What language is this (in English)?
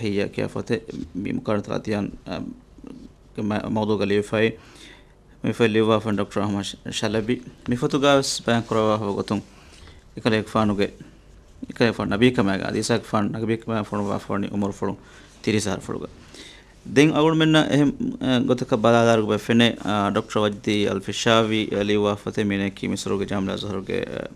Divehi